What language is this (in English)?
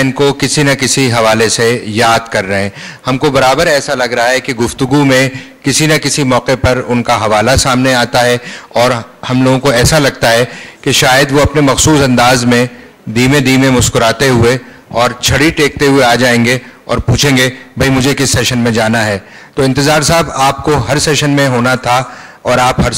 Urdu